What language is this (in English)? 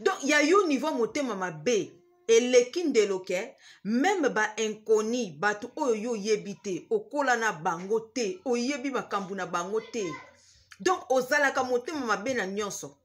Lingala